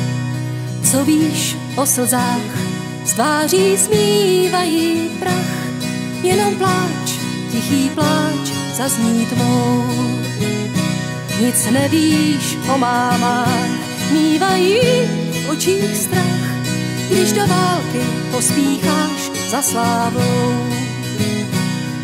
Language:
Czech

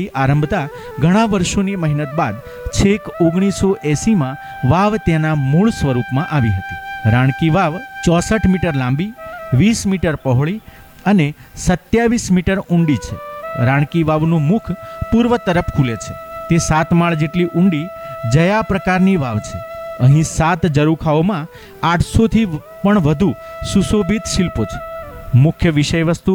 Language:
Gujarati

